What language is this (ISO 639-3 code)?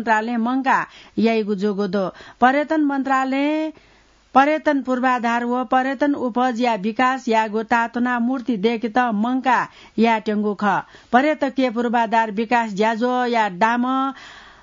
new